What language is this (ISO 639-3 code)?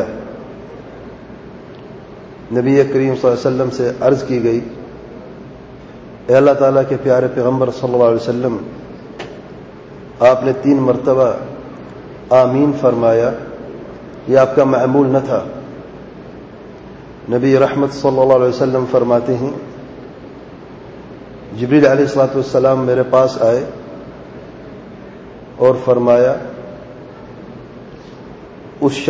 urd